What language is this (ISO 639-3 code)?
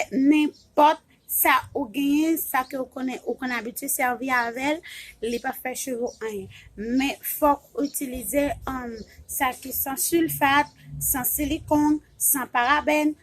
hat